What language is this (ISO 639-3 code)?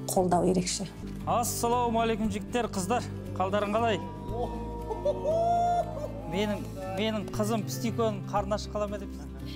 kaz